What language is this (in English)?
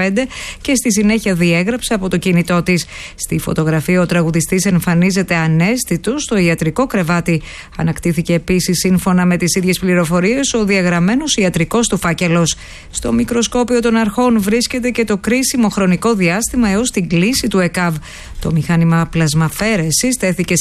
Greek